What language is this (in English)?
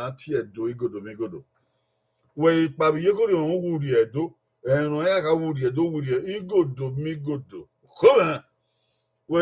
Bini